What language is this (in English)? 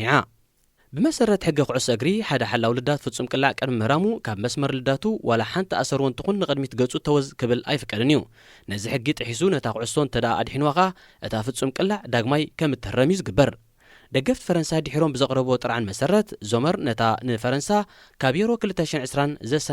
Tigrinya